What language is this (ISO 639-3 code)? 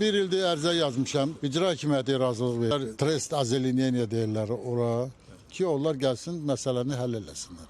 aze